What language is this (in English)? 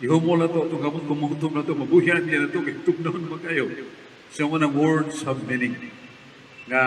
Cebuano